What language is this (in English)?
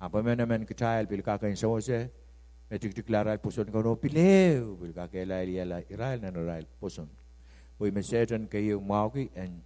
Pohnpeian